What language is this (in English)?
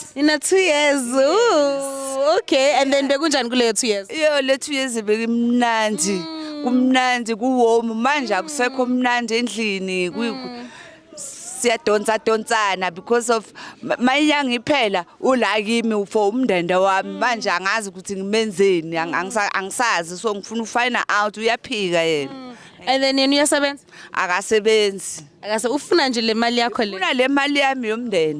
Zulu